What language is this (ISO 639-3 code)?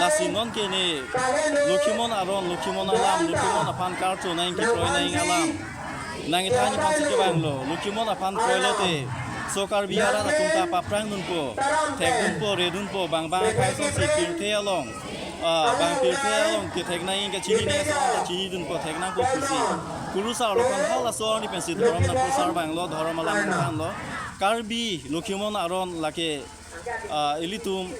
mjw